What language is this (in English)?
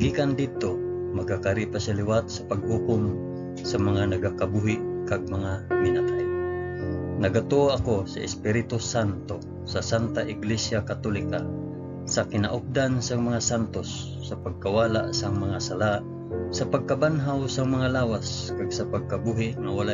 Hiligaynon